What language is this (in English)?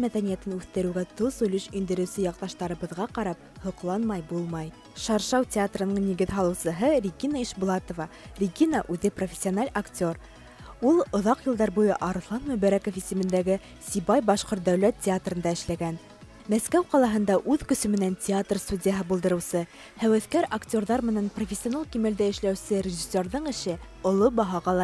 Bashkir